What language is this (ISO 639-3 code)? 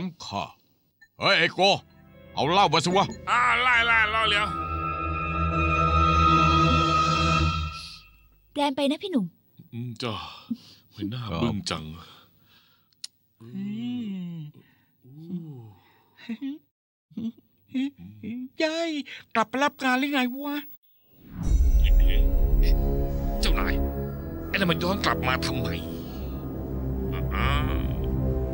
tha